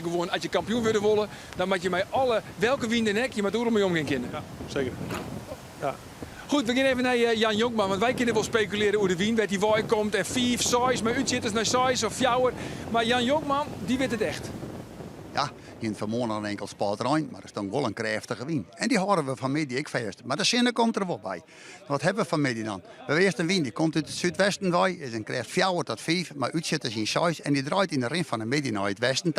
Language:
Western Frisian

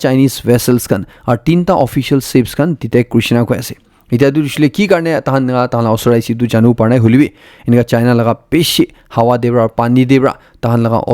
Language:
Naga Pidgin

